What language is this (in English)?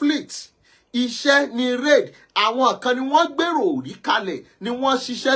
Yoruba